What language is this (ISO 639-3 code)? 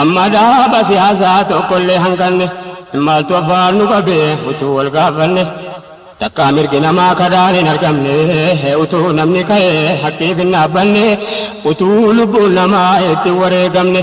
orm